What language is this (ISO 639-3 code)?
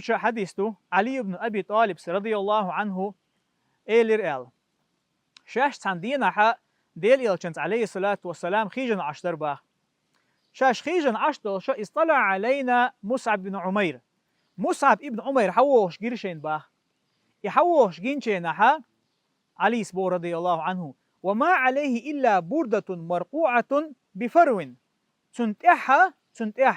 che